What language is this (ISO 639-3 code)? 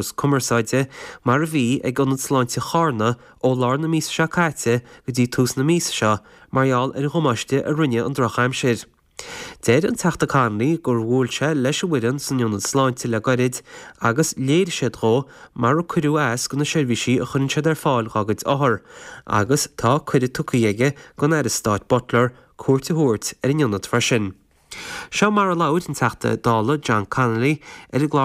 gle